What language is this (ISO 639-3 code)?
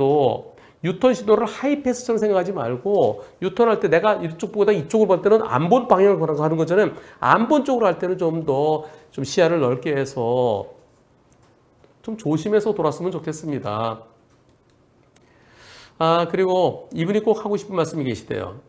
kor